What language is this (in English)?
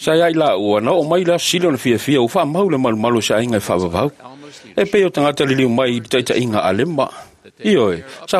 Samoan